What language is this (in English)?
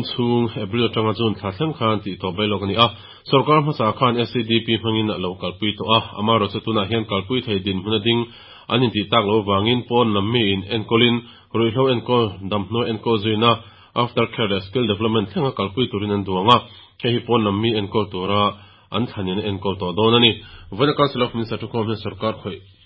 Mizo